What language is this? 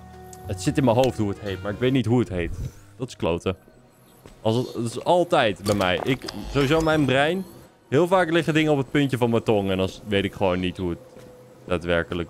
Dutch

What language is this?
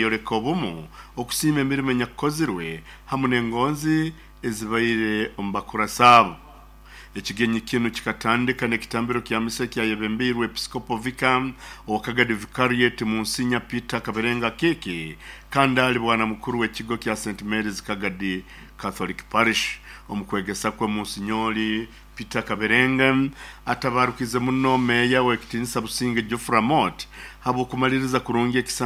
Nyoro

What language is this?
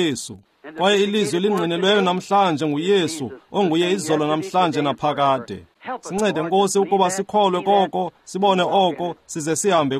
Xhosa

